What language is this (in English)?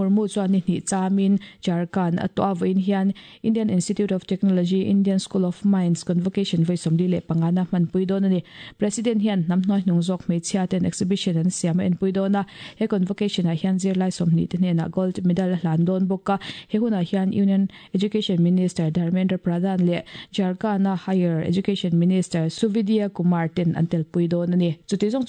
Mizo